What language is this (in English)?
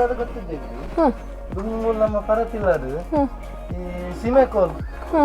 Tulu